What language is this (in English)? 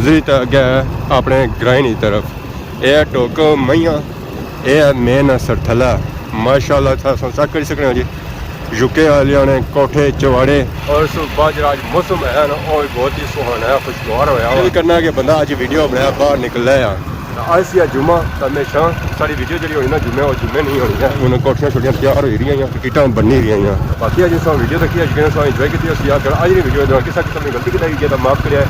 Pahari-Potwari